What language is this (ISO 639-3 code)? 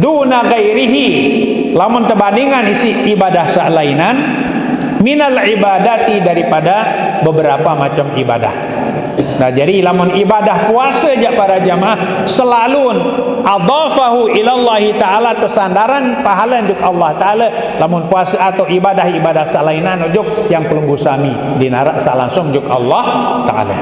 sas